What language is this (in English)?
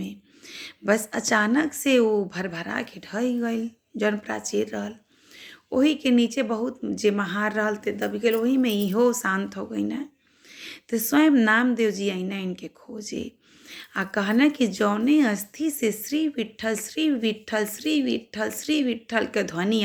Bhojpuri